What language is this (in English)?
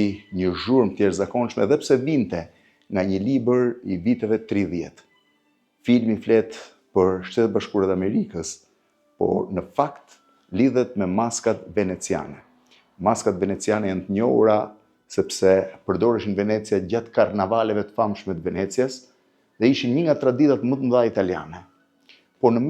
Albanian